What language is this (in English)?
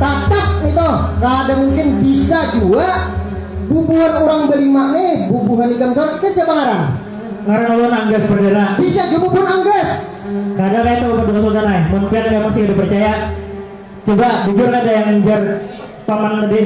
Banjar